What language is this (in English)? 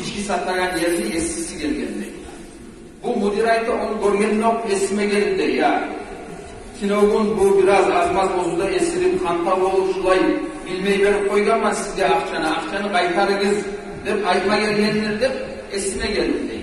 Kumyk